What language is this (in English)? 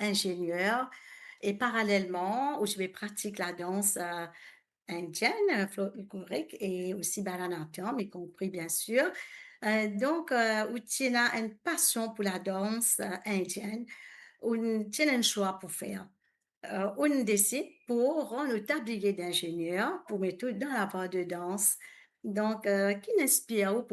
Morisyen